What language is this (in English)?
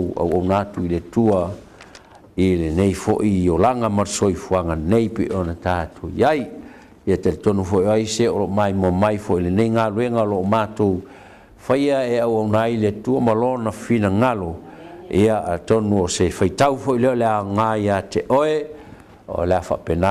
Samoan